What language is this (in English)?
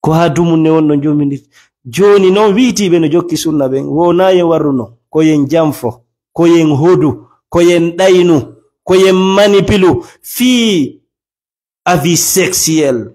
Fula